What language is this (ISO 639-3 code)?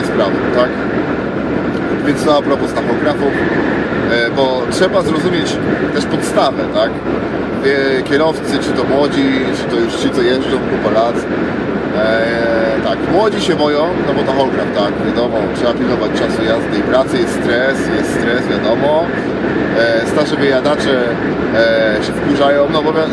pol